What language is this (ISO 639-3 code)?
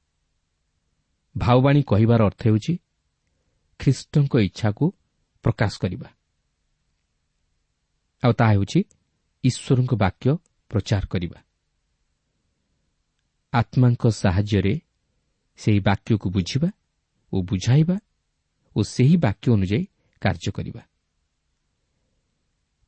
ori